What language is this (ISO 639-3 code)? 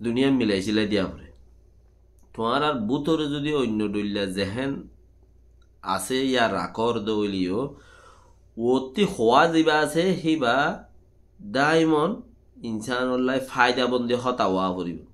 rhg